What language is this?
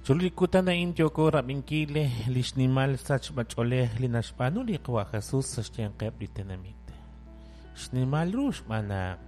Kekchí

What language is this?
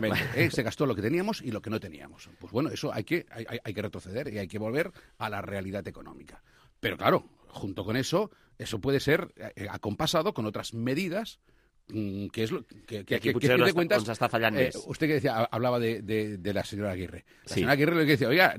Catalan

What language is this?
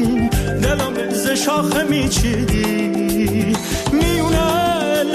Persian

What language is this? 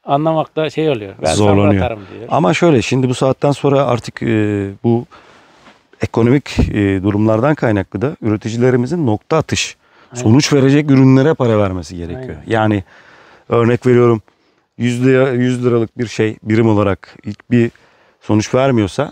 Turkish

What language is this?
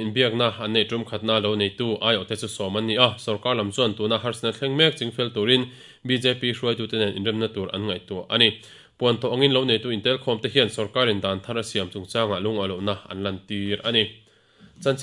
Mizo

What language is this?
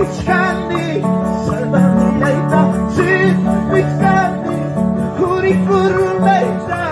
Ayacucho Quechua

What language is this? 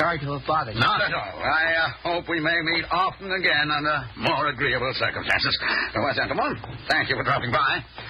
English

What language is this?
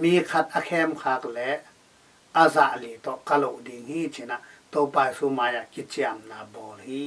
Tedim Chin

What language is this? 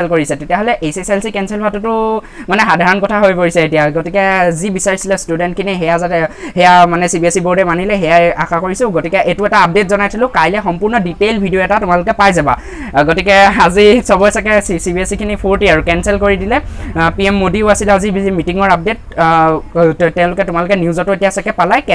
Assamese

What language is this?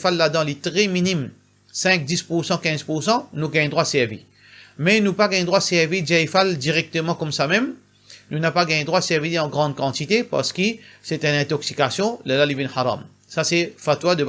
Morisyen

